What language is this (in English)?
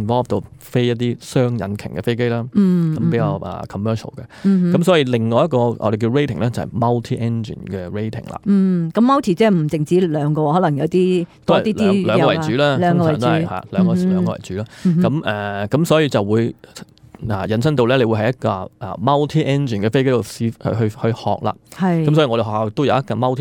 Cantonese